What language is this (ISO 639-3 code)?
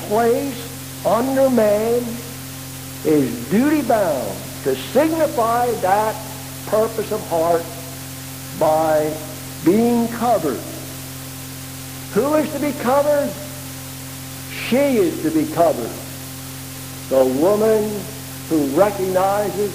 eng